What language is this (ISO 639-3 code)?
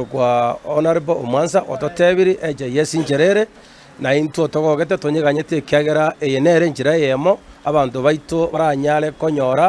guz